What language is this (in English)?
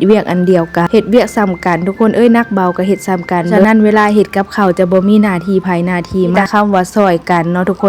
Lao